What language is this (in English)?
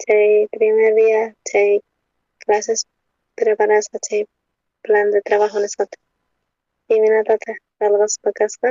South Bolivian Quechua